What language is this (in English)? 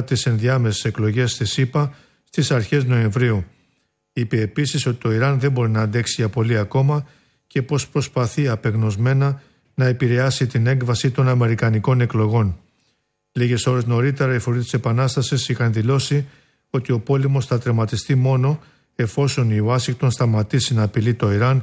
Greek